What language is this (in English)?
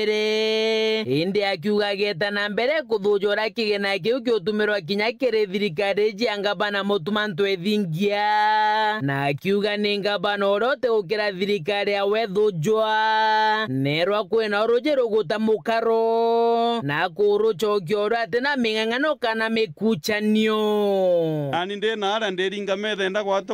Meru